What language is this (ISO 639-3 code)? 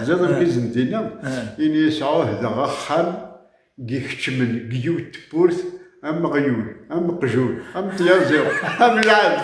kab